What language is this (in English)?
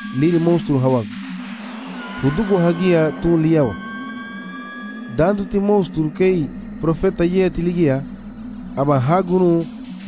Garifuna